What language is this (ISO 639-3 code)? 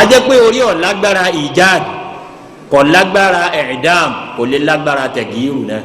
yor